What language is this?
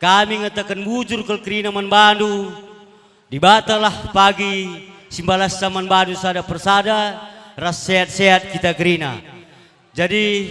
Batak Karo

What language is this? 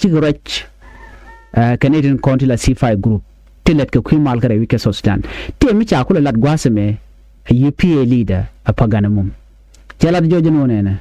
Nuer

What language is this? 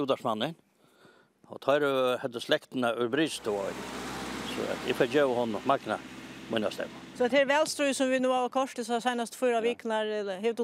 Faroese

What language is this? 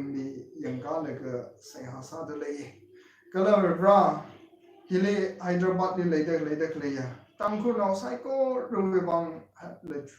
Tangkhul Naga (India)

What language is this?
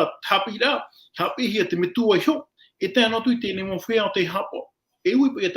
Tahitian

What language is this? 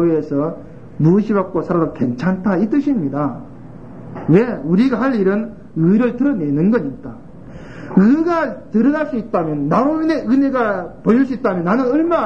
Korean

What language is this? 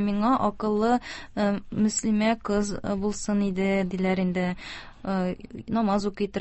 Tatar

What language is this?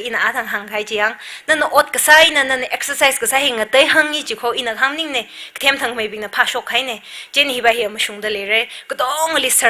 Tangkhul Naga (India)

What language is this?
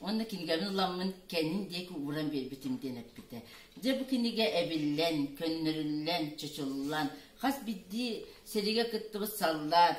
Yakut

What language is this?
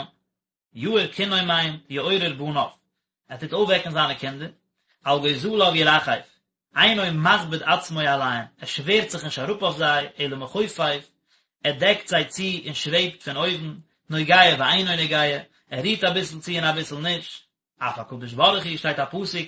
Yiddish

